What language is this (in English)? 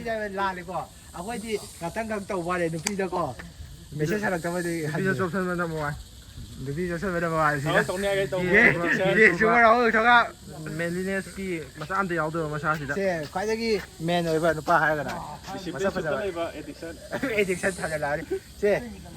Manipuri